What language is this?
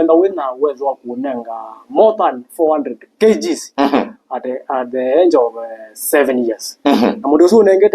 Kamba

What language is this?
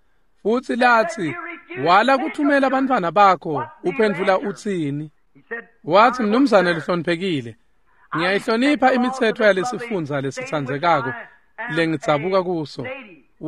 Swati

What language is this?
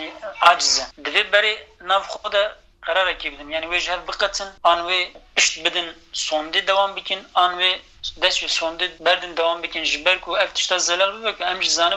Kurdish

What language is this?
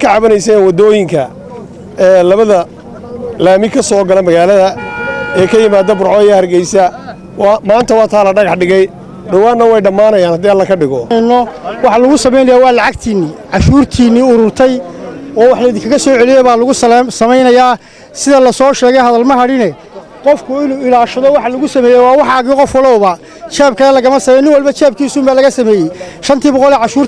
Somali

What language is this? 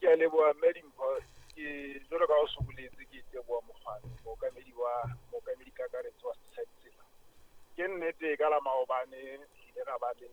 Southern Sotho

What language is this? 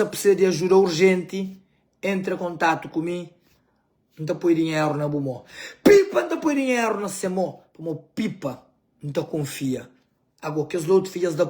Kabuverdianu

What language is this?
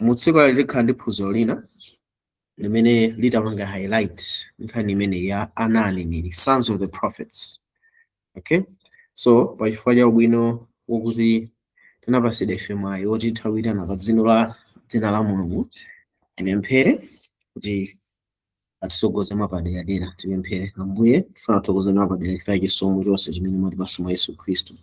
Nyanja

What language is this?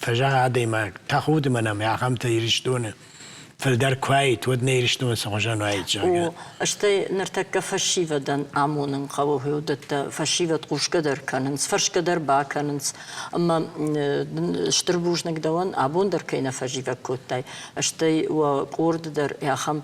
Ossetic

